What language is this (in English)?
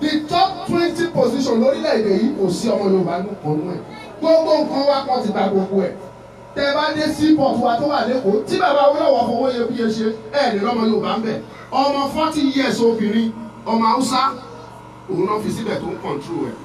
Yoruba